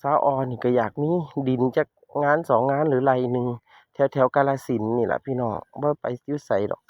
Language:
Northeastern Thai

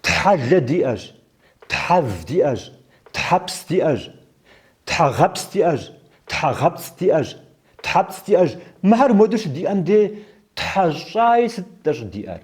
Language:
Kabardian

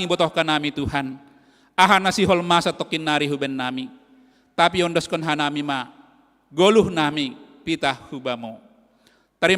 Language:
Batak Simalungun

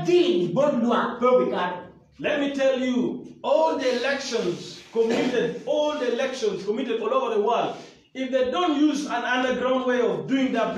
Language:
Acoli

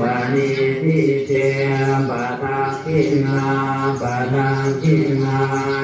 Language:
Pali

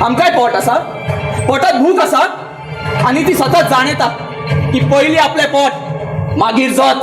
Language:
Konkani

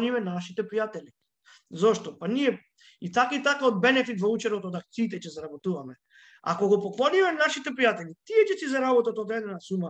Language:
Macedonian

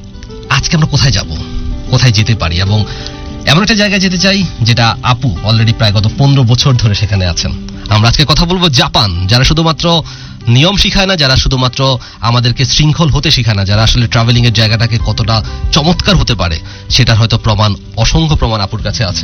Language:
Bangla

